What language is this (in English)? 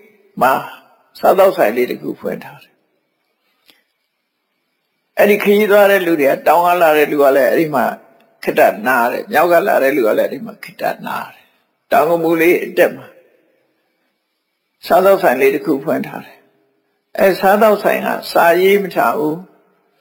Burmese